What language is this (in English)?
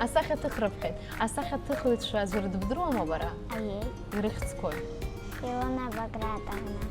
Abkhazian